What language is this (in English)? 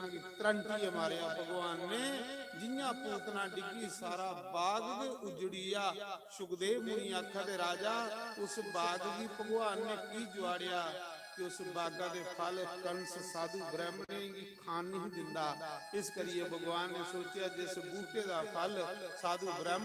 Dogri